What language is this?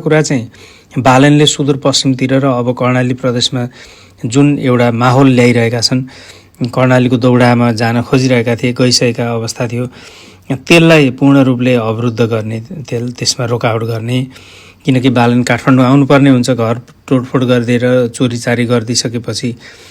Nepali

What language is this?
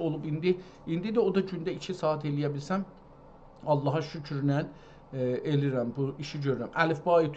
South Azerbaijani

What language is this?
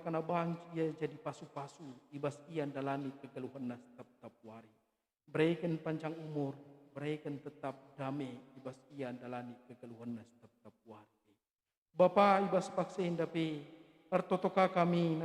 Batak Karo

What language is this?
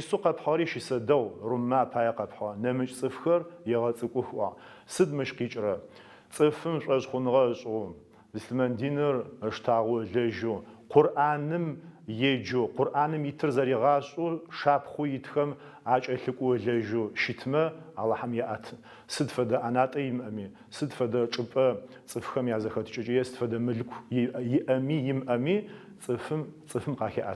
Adyghe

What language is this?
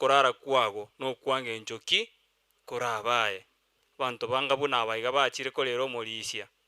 Gusii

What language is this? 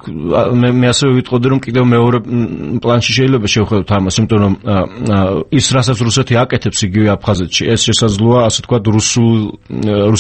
Georgian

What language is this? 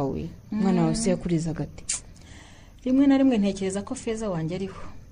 Kinyarwanda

